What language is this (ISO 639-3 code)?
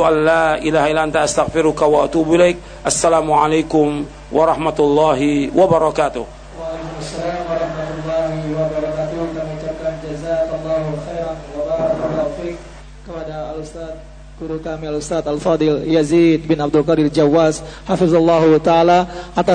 ind